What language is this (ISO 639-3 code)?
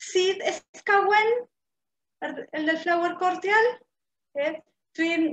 cym